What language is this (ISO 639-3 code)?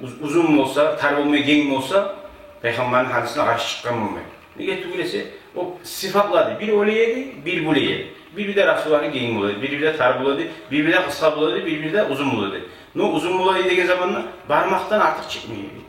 kum